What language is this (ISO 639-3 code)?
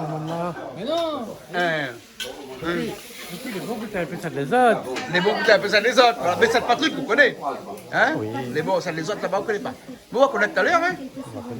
rcf